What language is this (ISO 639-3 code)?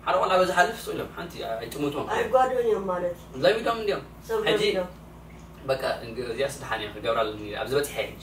tir